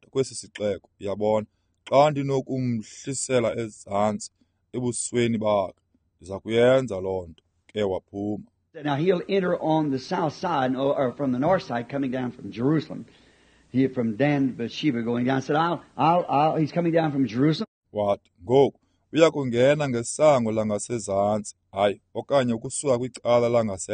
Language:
Xhosa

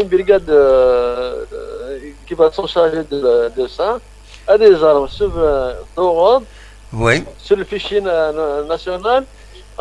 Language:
Kabyle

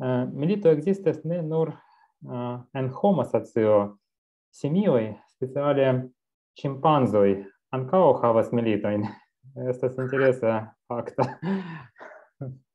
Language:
Esperanto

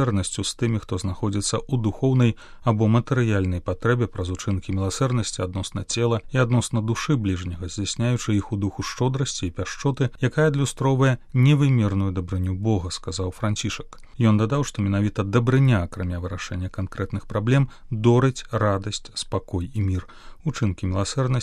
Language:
Belarusian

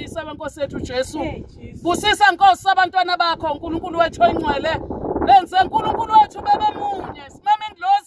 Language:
Zulu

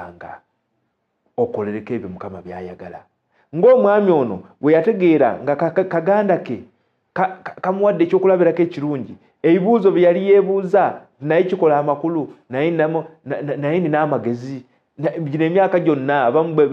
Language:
Ganda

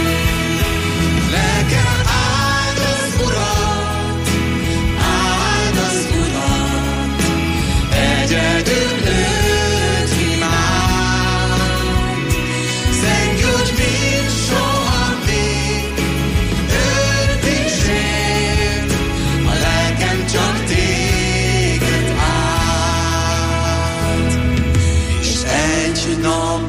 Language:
Hungarian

